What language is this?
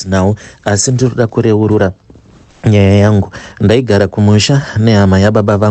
Shona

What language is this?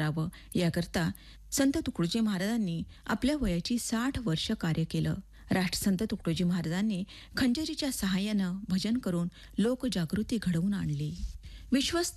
Marathi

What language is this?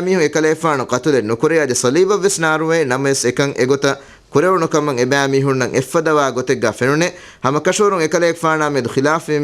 Divehi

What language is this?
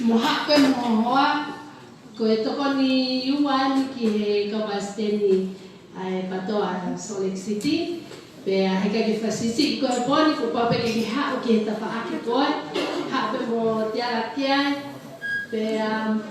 Tongan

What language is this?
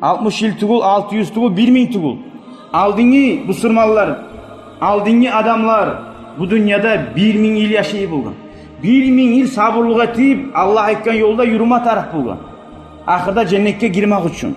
Kumyk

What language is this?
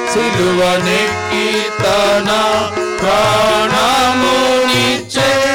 Telugu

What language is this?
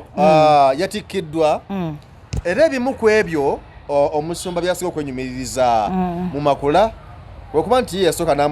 Ganda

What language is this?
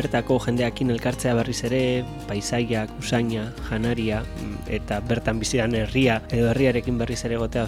Basque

